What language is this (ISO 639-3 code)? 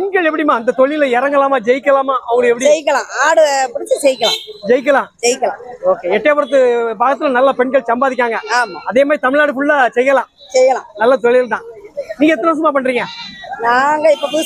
tam